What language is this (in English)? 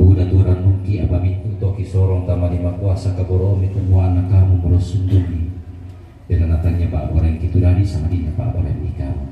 Toraja-Sa'dan